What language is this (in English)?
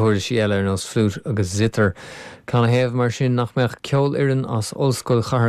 Irish